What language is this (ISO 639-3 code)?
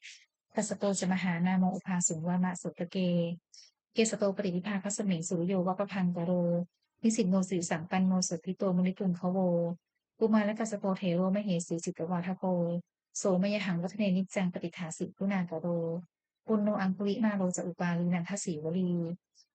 pli